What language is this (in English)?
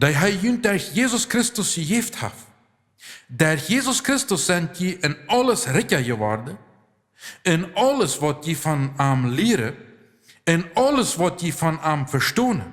Plautdietsch